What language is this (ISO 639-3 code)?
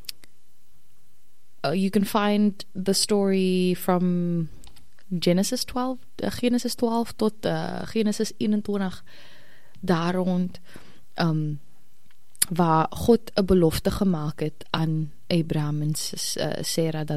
afr